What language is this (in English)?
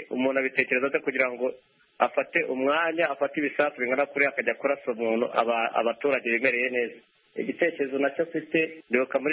Kinyarwanda